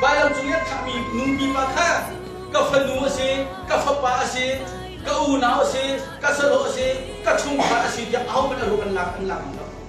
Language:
Hakha Chin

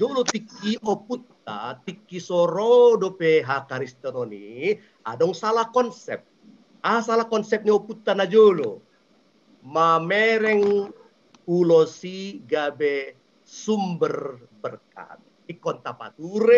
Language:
Batak Toba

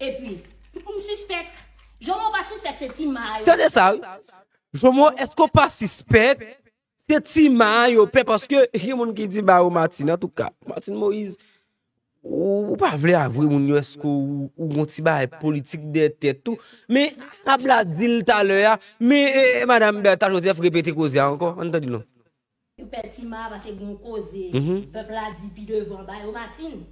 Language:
Haitian Creole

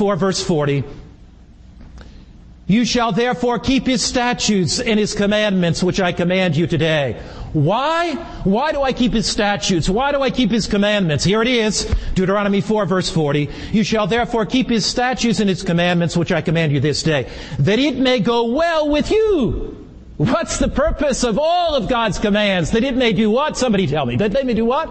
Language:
English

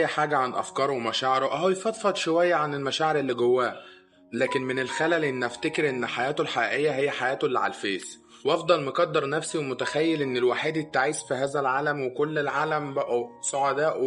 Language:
Egyptian Arabic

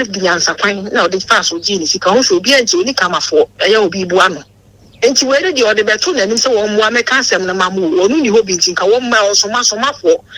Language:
Akan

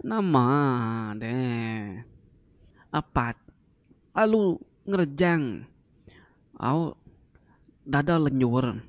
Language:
Iban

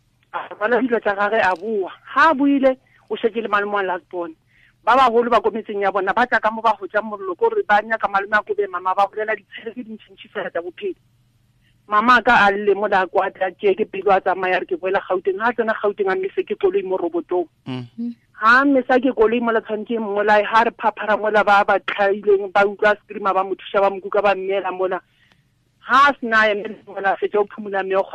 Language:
Tswana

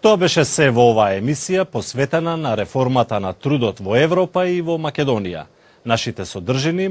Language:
Macedonian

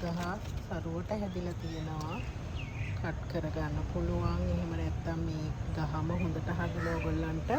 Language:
Sinhala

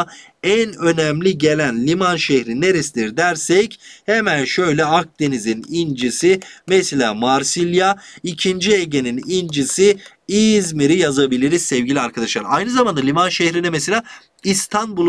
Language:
Turkish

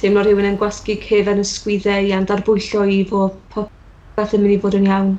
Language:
Welsh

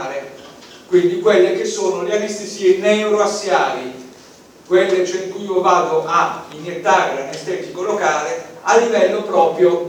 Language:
Italian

